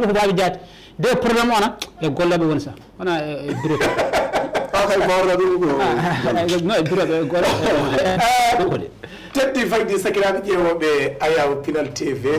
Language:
Fula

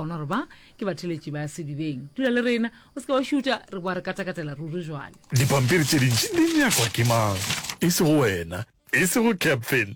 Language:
Northern Sotho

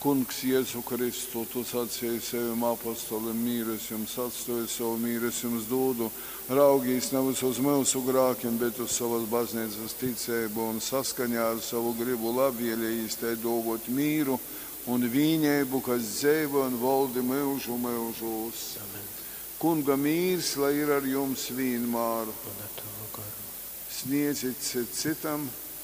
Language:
Latgalian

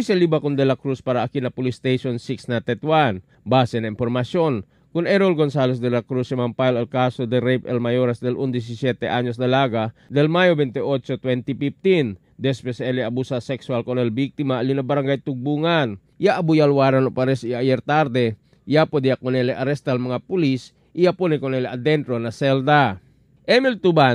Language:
Chavacano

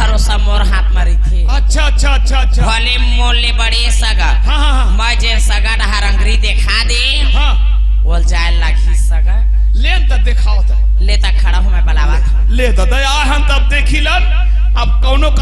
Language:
Chhattisgarhi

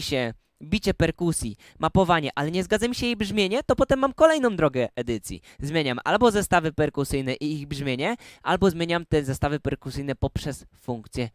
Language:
Polish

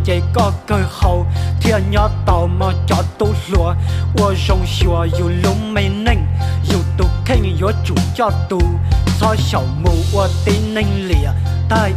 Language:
Hmong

